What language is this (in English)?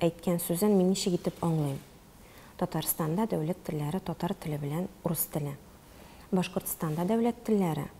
Tatar